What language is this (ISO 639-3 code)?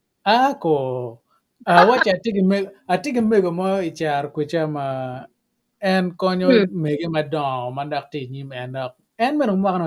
ach